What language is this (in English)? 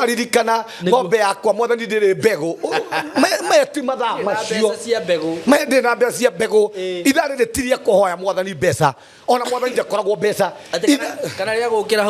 Kikuyu